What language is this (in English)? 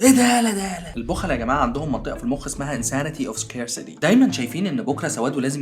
Egyptian Arabic